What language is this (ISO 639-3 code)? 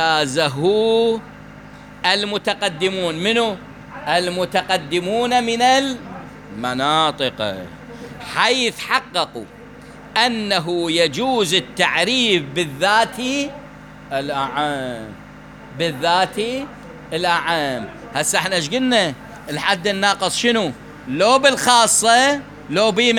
acm